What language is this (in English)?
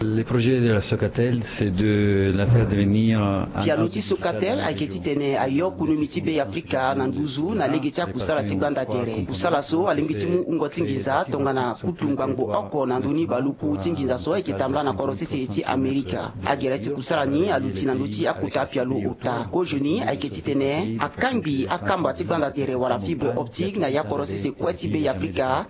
Sango